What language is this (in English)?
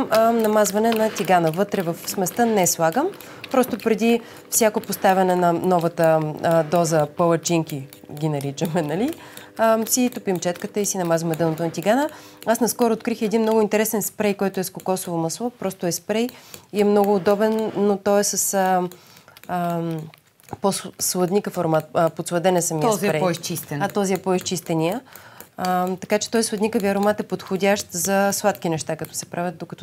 Bulgarian